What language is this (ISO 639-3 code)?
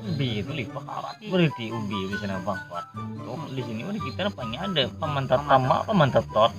bjn